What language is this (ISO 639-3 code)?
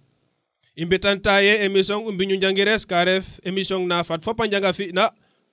srr